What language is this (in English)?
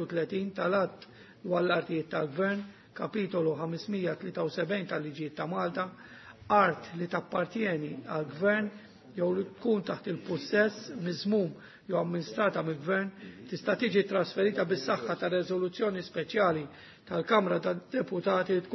Maltese